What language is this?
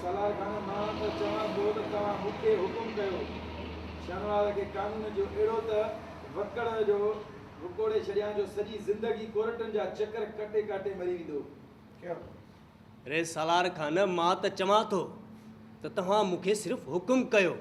Sindhi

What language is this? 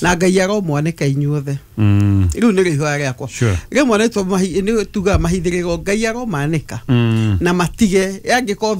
Kikuyu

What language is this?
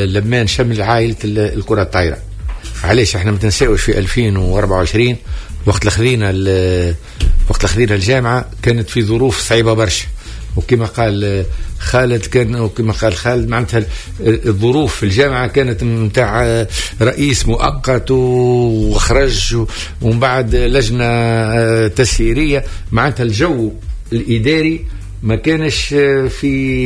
Tunisian Arabic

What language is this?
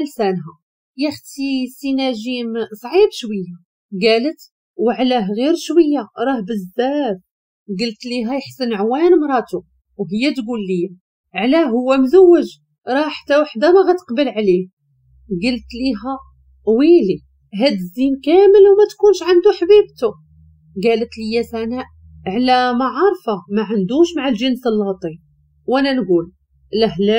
Moroccan Arabic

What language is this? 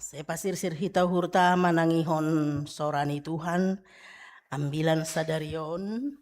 Batak Simalungun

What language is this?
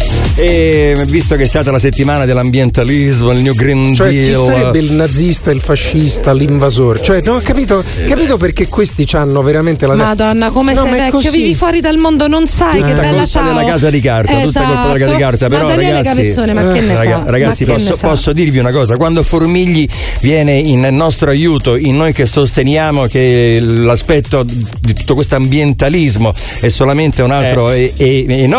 Italian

